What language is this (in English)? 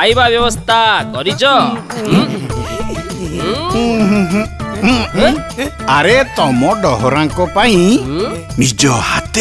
Odia